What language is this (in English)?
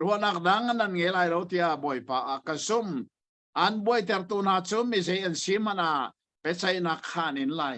Hakha Chin